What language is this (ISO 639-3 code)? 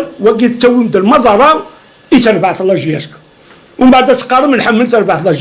kab